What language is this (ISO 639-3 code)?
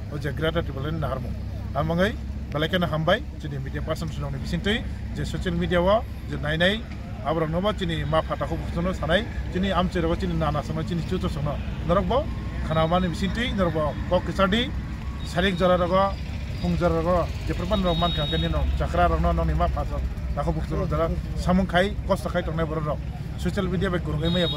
trp